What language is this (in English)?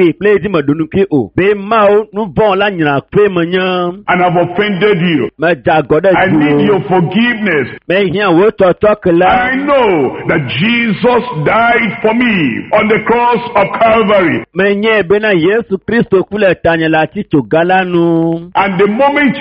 Ewe